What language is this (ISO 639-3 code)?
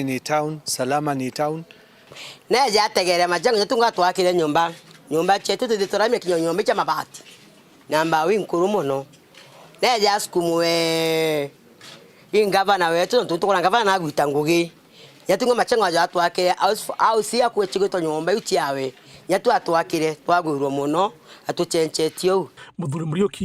mer